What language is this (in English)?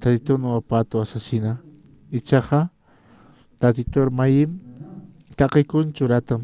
Aymara